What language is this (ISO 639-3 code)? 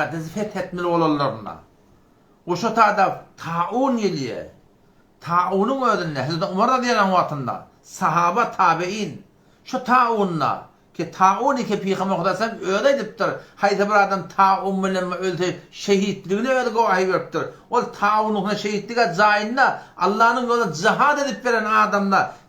tuk